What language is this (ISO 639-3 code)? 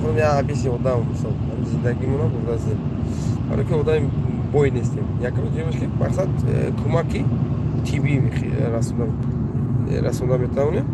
tgk